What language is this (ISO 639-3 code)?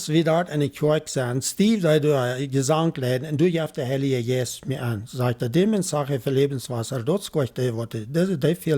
pdt